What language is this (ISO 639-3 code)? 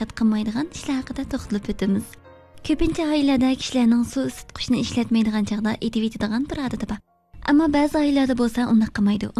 uig